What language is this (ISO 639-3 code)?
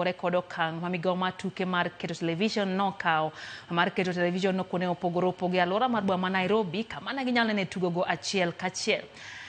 luo